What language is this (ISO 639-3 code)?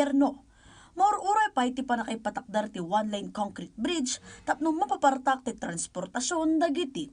ilo